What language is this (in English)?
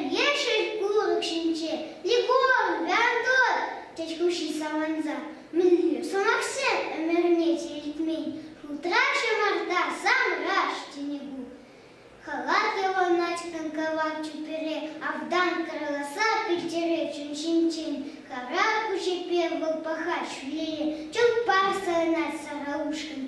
Chuvash